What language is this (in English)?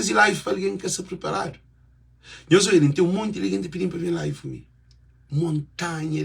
Kabuverdianu